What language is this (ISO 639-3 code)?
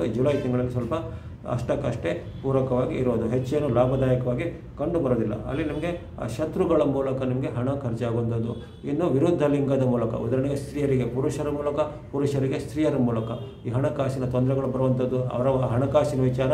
kan